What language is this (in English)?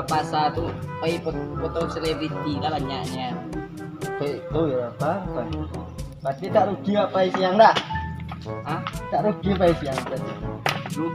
Minangkabau